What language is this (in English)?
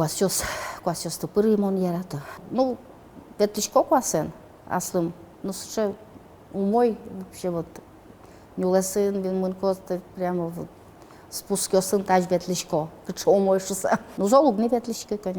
Udmurt